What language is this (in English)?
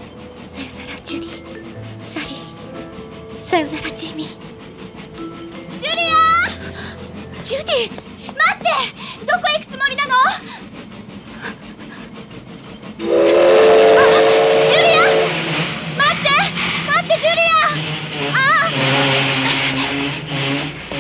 Japanese